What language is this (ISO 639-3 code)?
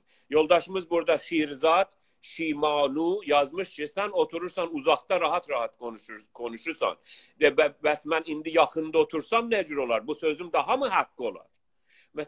azb